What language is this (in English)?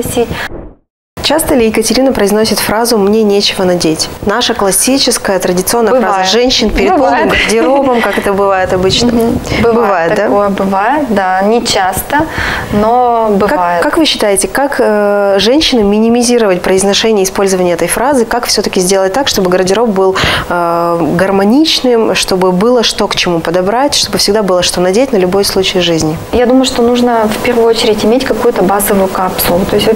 Russian